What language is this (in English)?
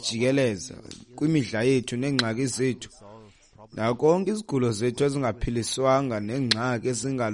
Xhosa